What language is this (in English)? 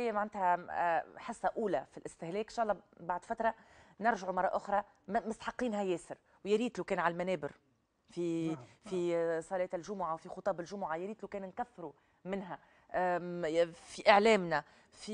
Tunisian Arabic